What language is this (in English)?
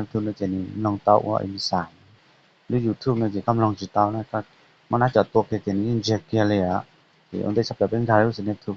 Hmong